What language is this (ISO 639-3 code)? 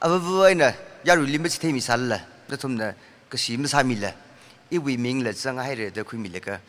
nmf